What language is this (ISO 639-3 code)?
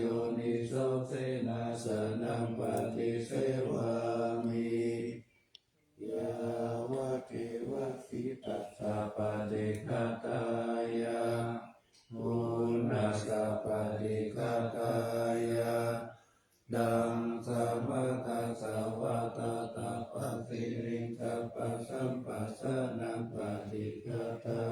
pli